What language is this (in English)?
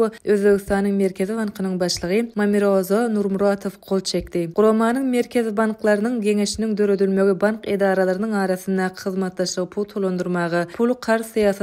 Turkmen